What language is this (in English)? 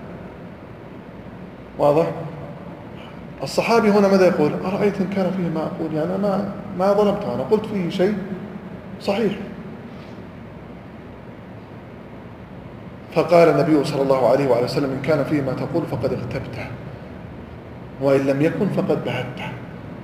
Arabic